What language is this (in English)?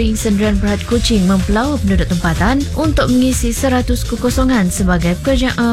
Malay